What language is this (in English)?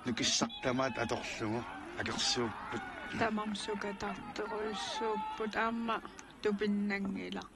Kalaallisut